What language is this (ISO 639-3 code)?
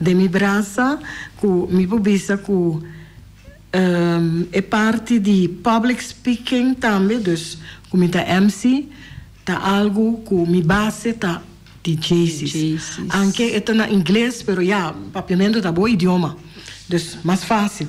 pap